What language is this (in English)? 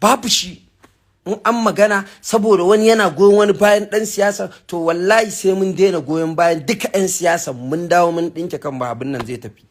Hausa